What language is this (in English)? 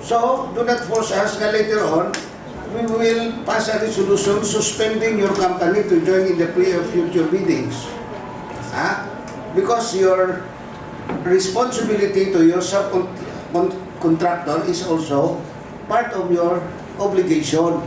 Hiligaynon